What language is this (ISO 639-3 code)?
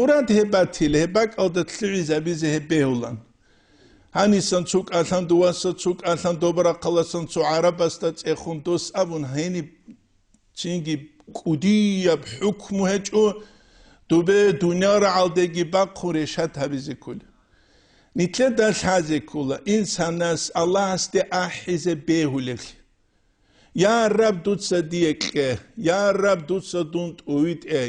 ava